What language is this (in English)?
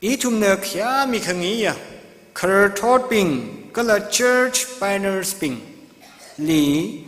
Tangkhul Naga (India)